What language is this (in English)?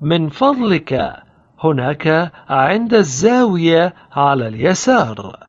Latvian